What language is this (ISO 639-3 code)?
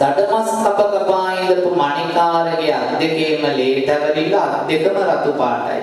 sin